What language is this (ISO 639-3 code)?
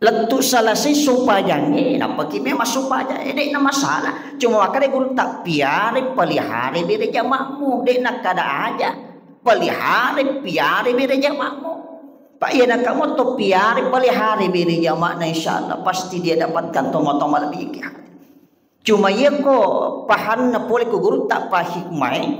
bug